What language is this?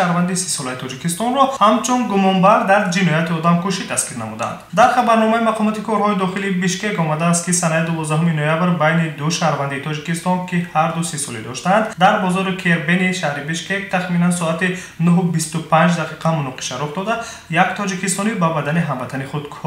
Tajik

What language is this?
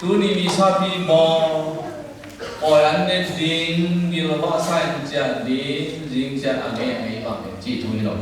Tedim Chin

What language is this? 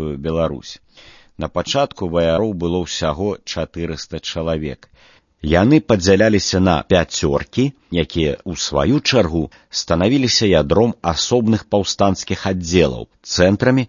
Belarusian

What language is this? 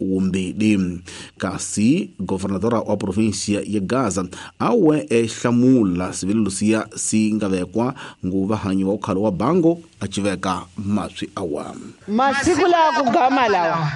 Tsonga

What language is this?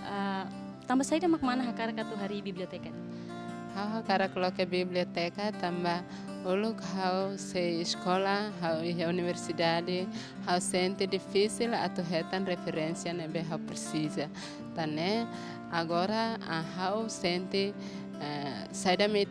Tetum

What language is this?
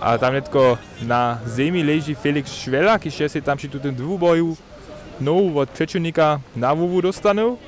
Upper Sorbian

